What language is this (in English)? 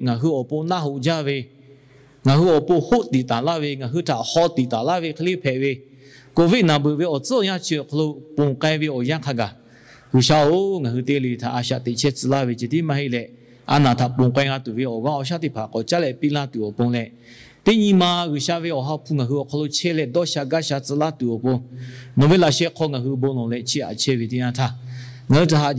Lahu